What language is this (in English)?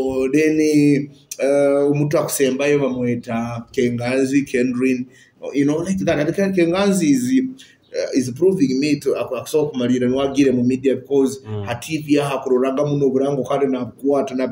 Nyoro